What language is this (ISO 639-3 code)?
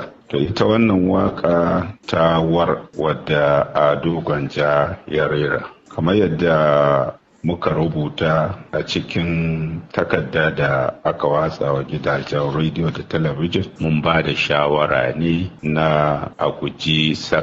hau